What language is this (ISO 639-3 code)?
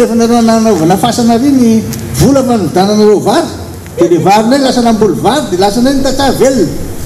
mlg